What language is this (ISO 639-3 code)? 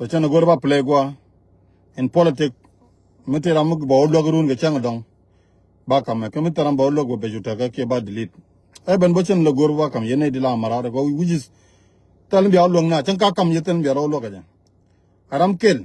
nus